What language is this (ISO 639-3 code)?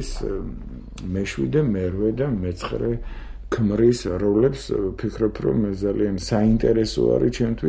kat